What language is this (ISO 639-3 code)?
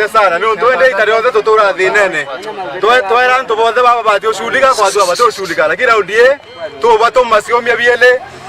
mer